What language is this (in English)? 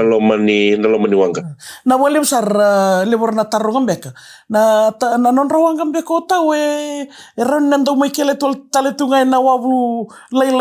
Fijian